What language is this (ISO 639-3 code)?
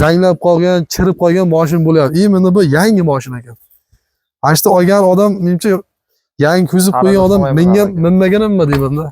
uzb